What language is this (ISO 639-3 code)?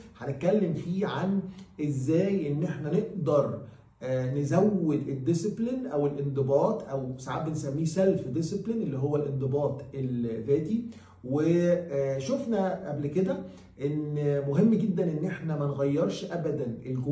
arz